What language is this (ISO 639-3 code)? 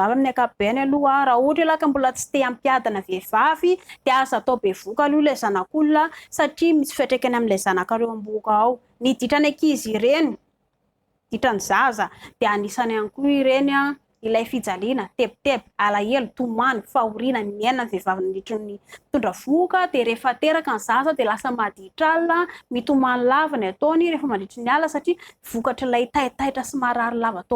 mlg